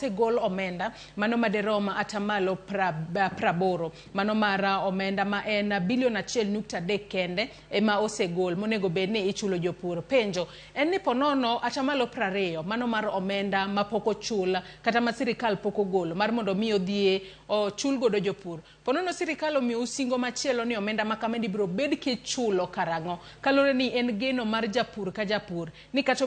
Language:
Luo (Kenya and Tanzania)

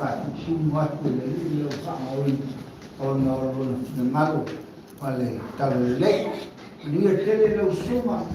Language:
Samoan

